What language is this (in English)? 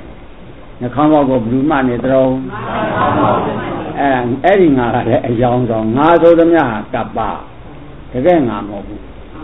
Burmese